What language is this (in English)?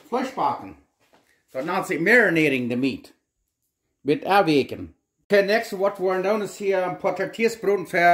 Plautdietsch